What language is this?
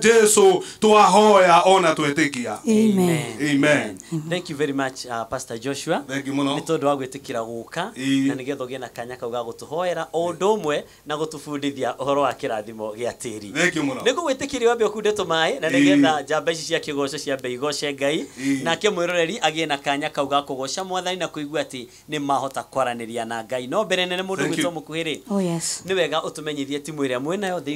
Kikuyu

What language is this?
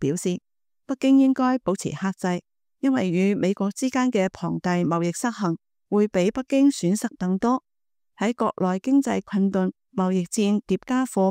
Cantonese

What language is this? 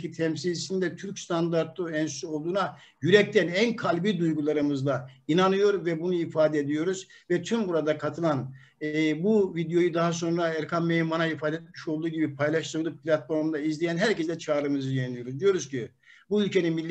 Turkish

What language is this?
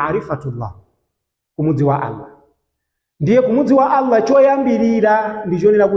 Nyanja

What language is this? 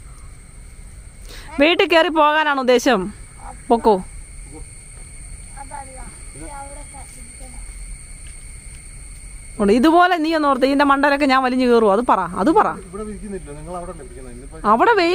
Malayalam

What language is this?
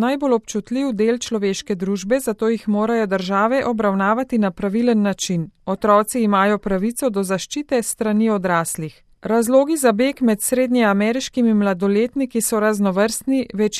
Slovenian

